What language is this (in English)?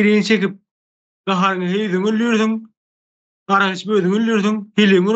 Turkmen